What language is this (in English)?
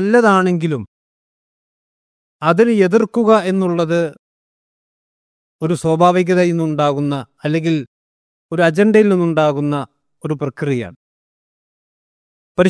Malayalam